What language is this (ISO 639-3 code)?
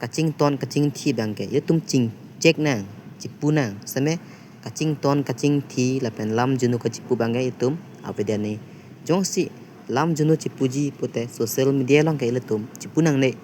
mjw